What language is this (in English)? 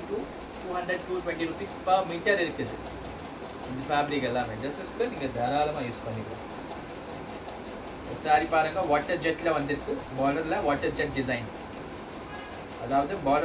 Tamil